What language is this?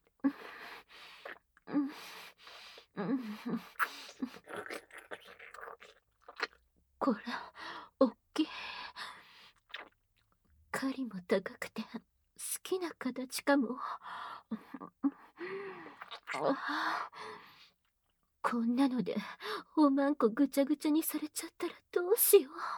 Japanese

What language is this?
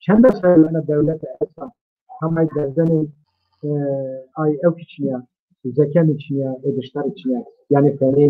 Zaza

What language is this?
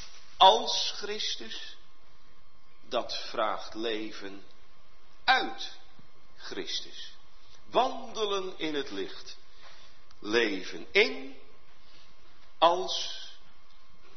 Dutch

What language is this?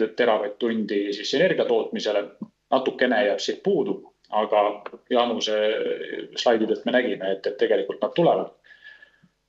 Estonian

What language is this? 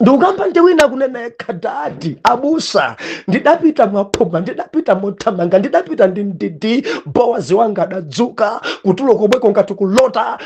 Nyanja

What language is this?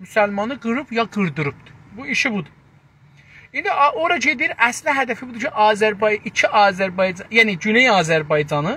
South Azerbaijani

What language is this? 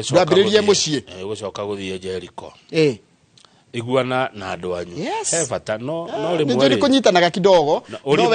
Kikuyu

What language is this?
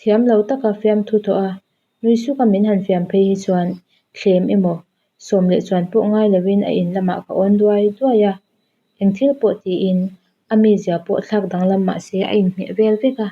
Mizo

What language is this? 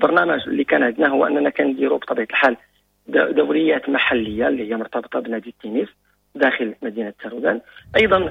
Moroccan Arabic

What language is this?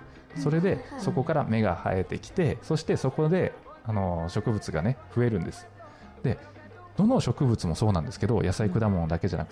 Japanese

